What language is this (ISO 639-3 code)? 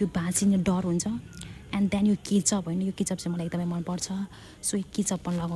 nep